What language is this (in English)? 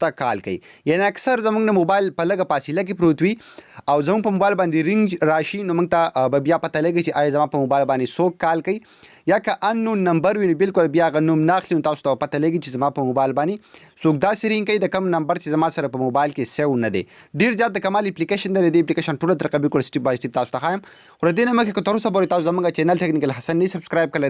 Pashto